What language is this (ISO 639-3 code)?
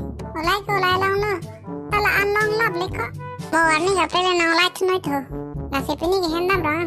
mjw